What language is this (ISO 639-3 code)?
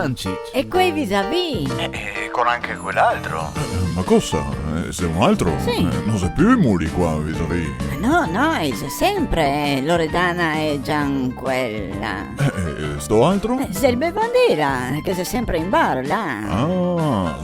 vec